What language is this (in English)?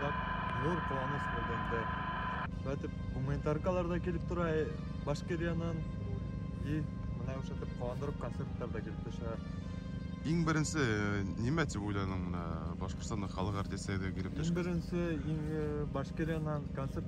Bashkir